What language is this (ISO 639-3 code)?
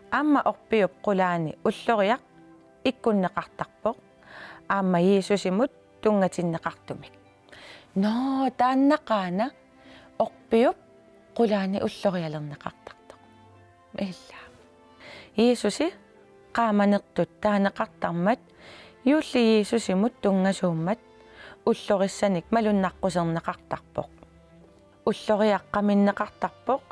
kal